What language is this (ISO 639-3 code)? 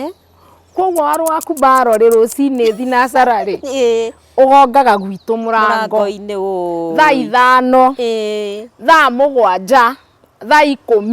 kik